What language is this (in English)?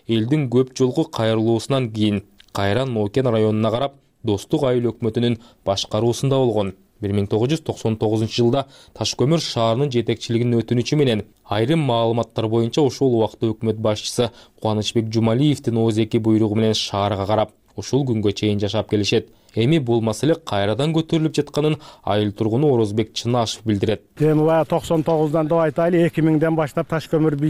Kyrgyz